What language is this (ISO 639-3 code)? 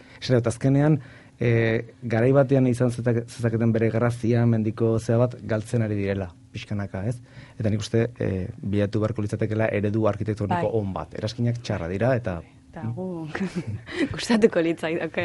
eus